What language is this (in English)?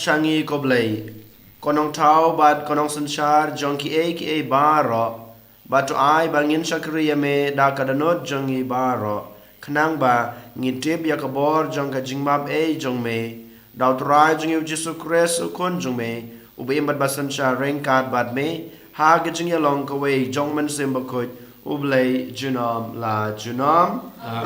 Khasi